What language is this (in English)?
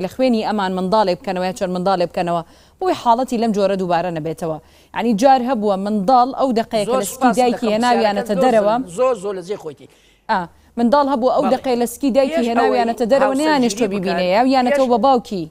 Central Kurdish